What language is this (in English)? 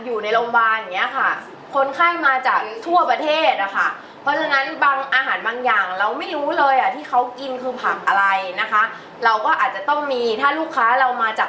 Thai